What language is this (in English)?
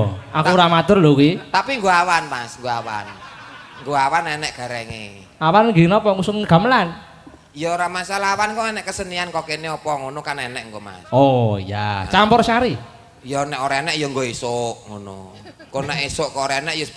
Javanese